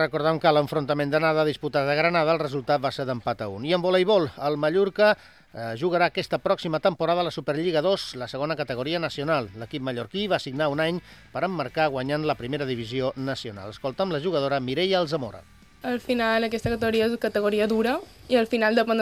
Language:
Catalan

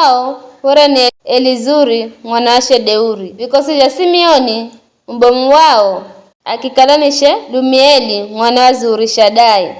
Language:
Giryama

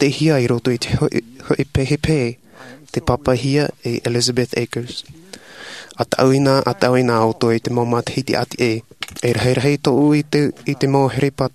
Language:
Tahitian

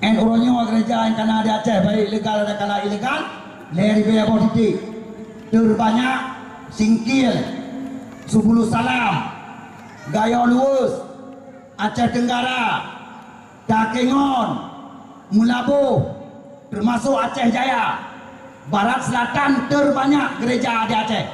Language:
Achinese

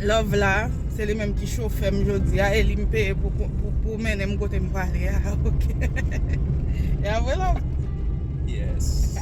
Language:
Haitian Creole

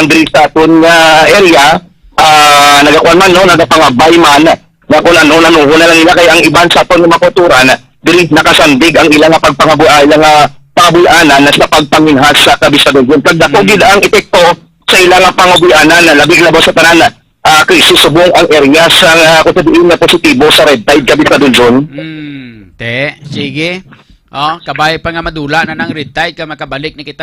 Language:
Hiligaynon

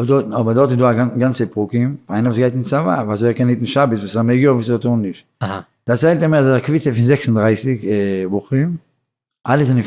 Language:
Yiddish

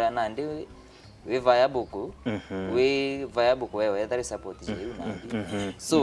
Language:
Meru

